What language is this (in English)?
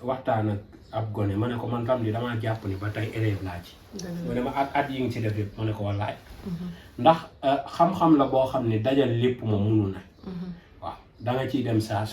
Wolof